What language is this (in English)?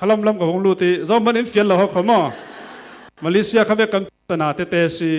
Falam Chin